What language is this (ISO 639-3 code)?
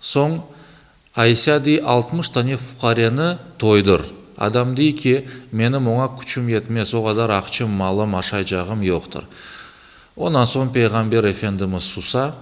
crh